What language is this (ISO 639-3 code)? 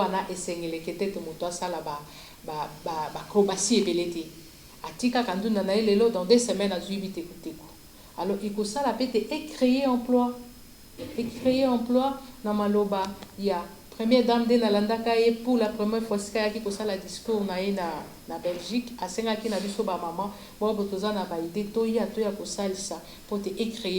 lin